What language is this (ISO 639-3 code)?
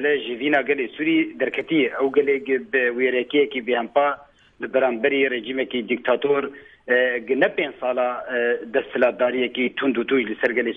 kur